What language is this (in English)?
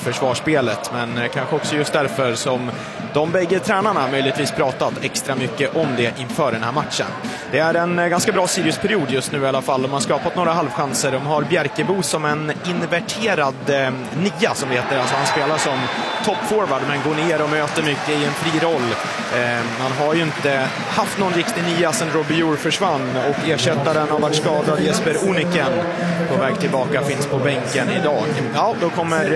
Swedish